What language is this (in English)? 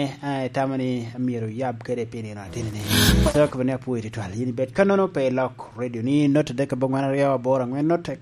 Lango (Uganda)